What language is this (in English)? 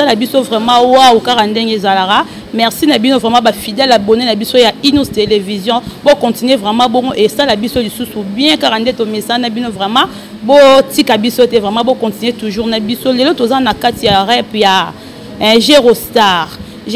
Lingala